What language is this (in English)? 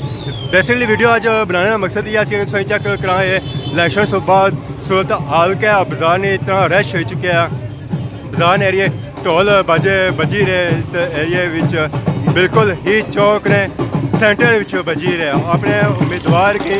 Pahari-Potwari